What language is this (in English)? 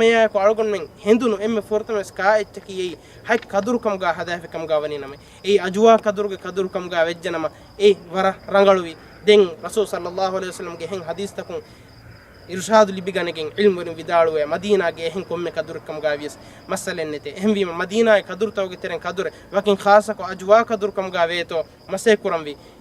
Divehi